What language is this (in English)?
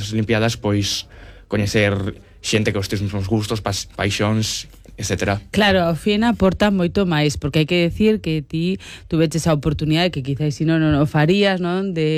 Galician